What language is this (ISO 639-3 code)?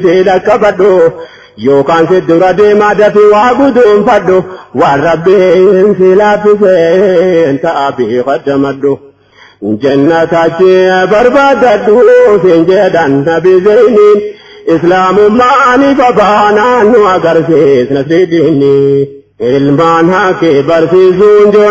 orm